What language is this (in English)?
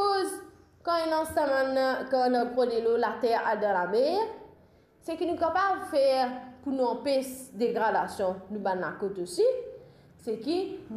Morisyen